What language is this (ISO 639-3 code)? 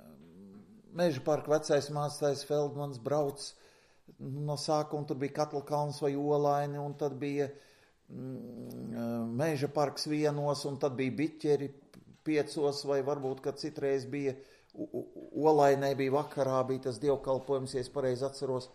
lav